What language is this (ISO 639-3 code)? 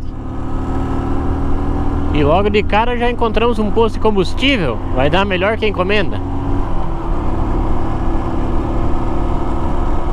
por